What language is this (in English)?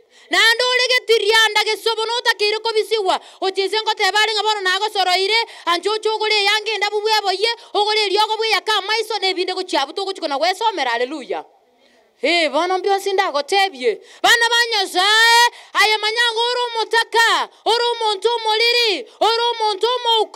Gusii